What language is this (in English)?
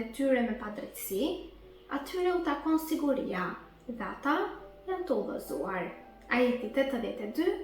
Albanian